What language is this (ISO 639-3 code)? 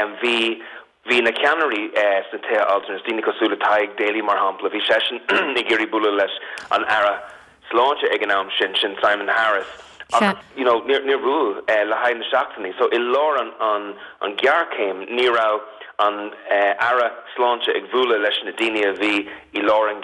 gle